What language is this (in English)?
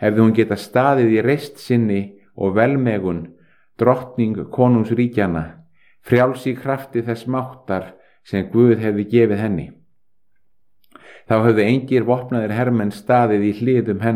Icelandic